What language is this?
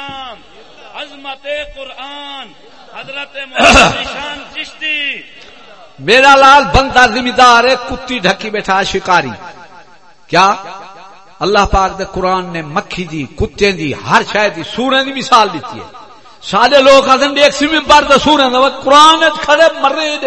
Saraiki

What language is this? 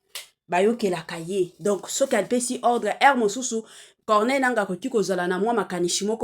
Lingala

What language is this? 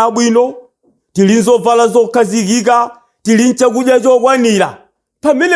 Nyanja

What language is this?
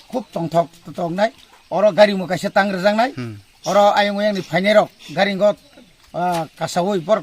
Kok Borok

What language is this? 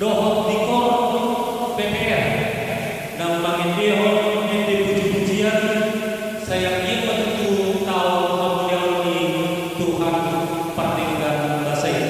Batak Toba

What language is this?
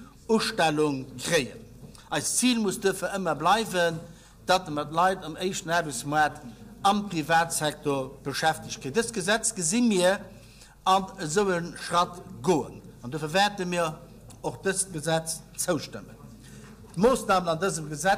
Luxembourgish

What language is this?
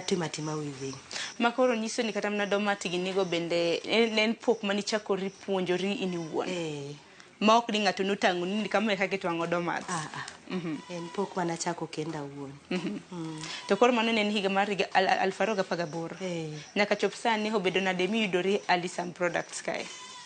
Luo (Kenya and Tanzania)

